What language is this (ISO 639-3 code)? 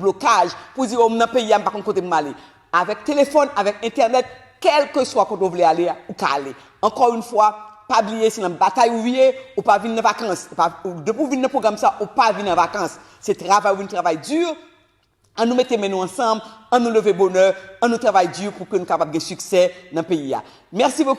hat